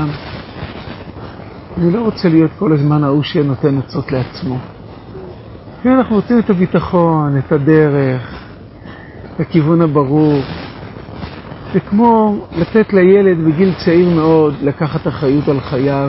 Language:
Hebrew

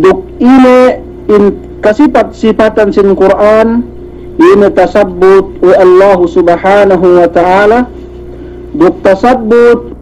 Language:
Yakan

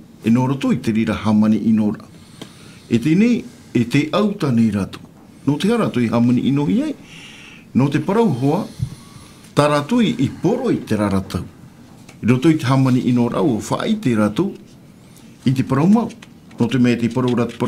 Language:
Tahitian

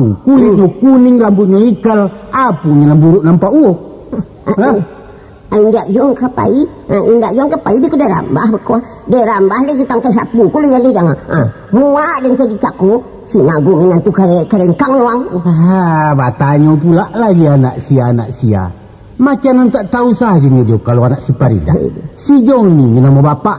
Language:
Minangkabau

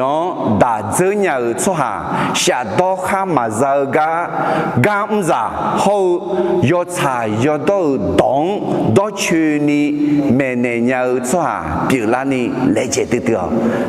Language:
Akha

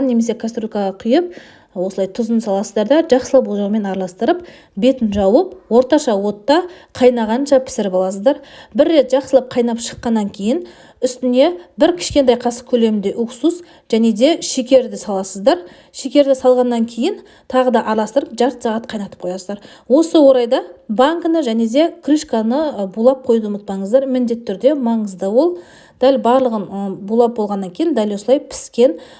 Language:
Kazakh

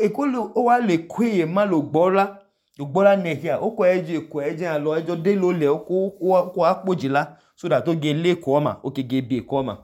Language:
Idoma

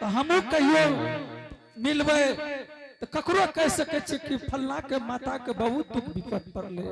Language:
Angika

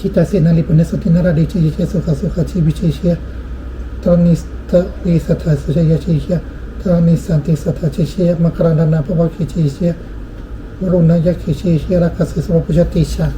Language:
Pali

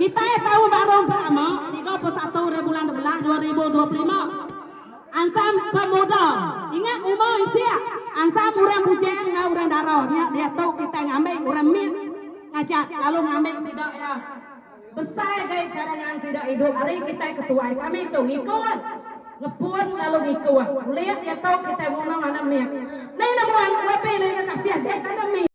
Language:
Iban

